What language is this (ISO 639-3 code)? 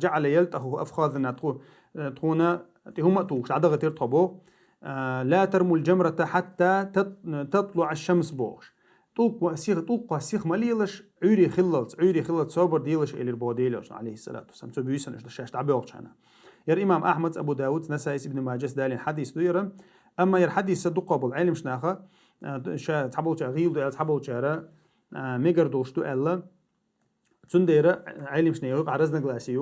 che